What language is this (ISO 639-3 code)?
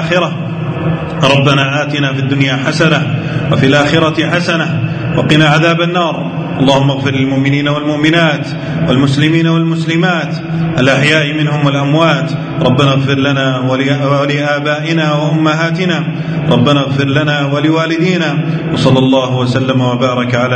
ara